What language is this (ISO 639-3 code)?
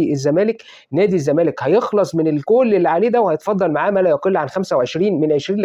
arz